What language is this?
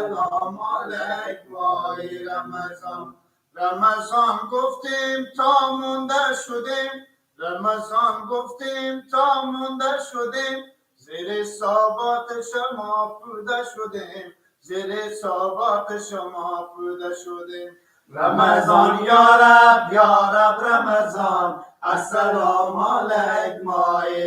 Persian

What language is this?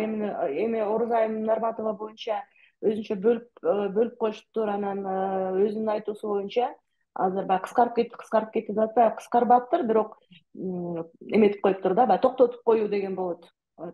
Kyrgyz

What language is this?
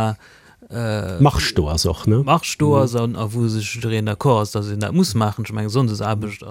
Luxembourgish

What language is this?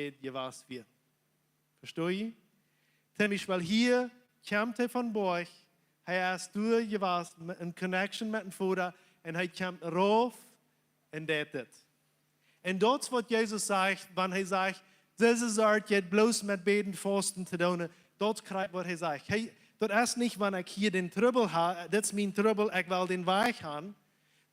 Plautdietsch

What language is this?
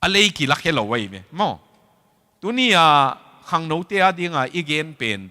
Tedim Chin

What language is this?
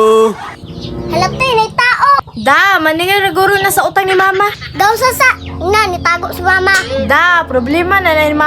Cebuano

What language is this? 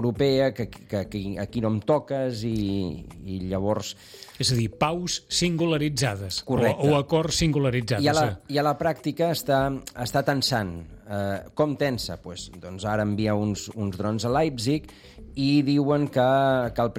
Catalan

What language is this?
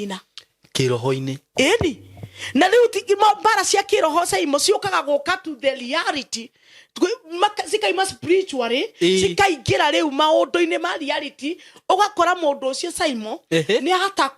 Kikuyu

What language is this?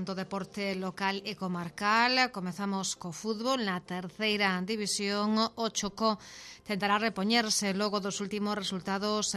Galician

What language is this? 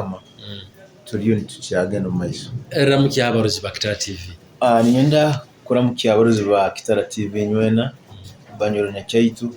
Nyoro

